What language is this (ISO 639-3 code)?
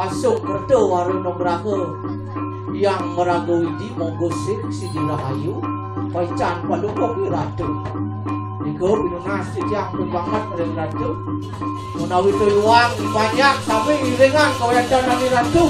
ban